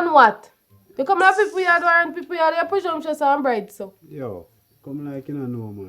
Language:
Jamaican Creole English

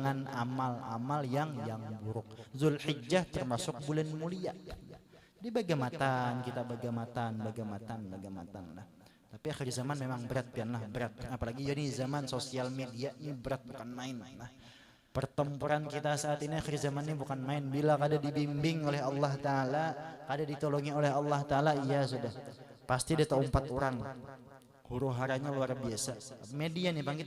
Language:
Banjar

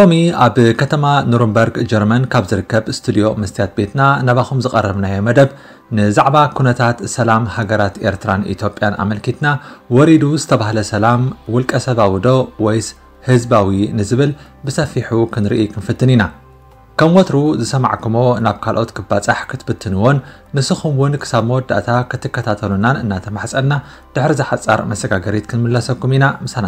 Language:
Tigrinya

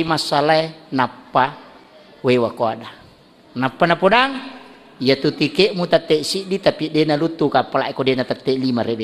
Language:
Buginese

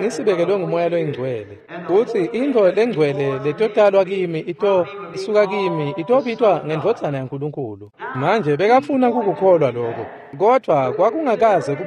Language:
Swati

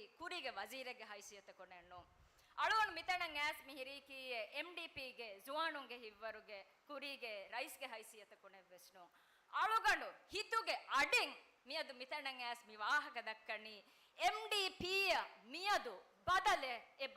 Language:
Divehi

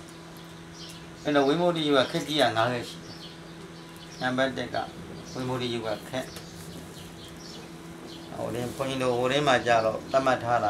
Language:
Burmese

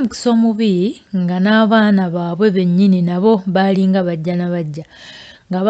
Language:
Ganda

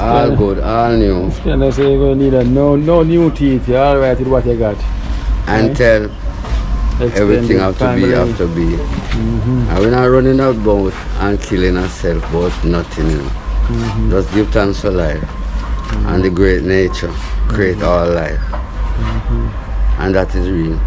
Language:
Jamaican Creole English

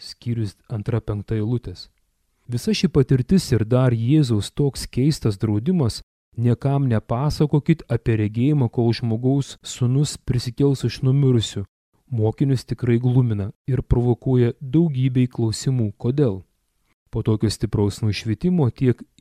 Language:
Lithuanian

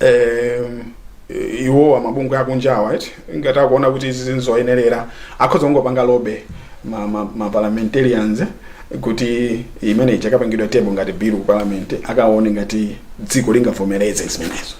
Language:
Nyanja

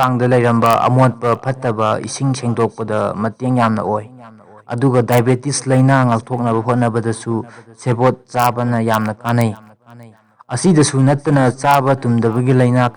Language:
Manipuri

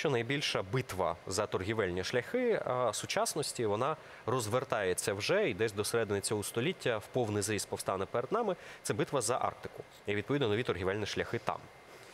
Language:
Ukrainian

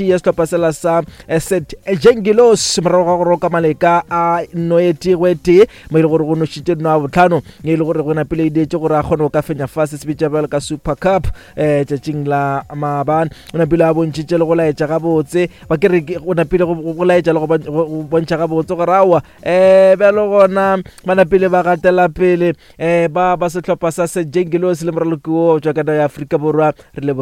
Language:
Northern Sotho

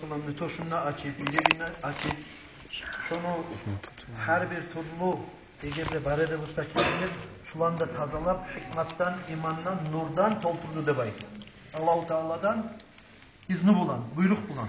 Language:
Kumyk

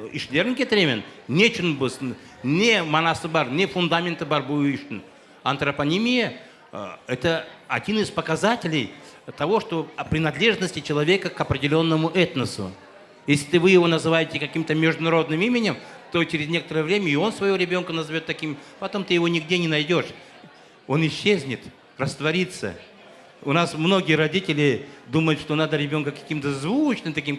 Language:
Crimean Tatar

